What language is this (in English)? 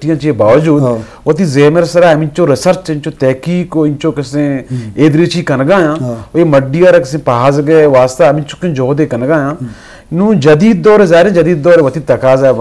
Eastern Balochi